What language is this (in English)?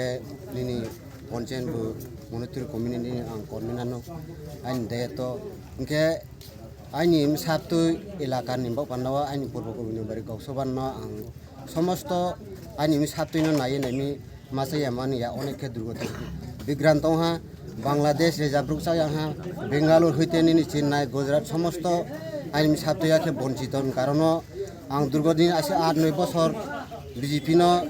Kok Borok